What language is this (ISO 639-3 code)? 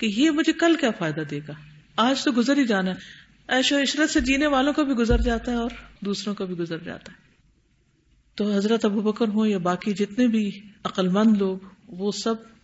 urd